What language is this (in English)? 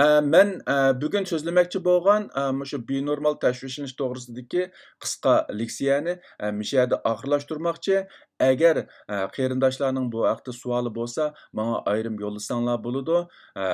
Uyghur